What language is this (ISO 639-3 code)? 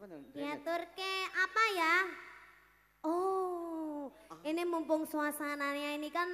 jav